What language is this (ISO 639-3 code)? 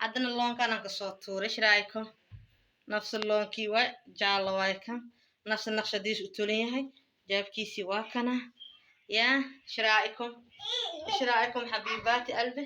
som